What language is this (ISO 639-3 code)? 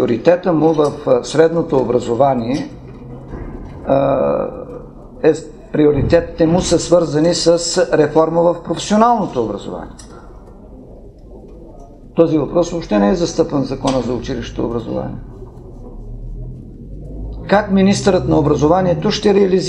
bul